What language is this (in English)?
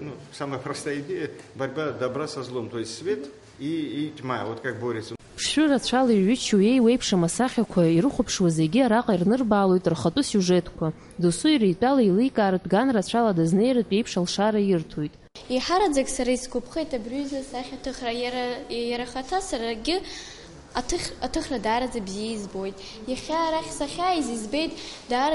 Abkhazian